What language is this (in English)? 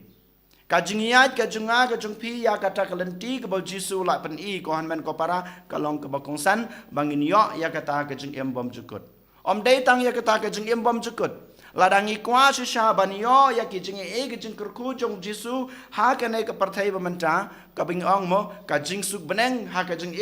Khasi